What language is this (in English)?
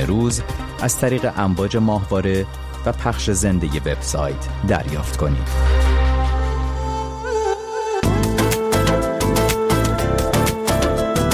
Persian